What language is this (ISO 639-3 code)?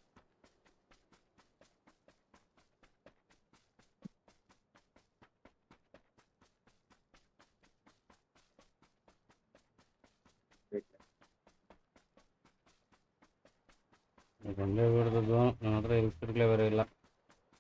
kan